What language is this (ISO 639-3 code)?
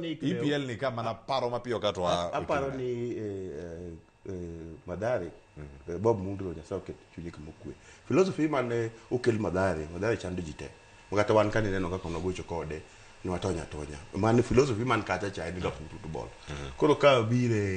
luo